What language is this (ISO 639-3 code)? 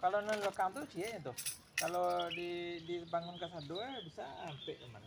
min